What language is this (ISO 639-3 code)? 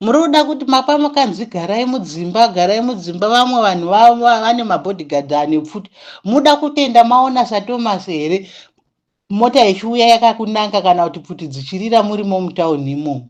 sna